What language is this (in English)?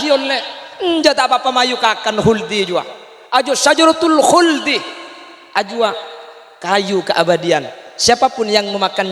Madurese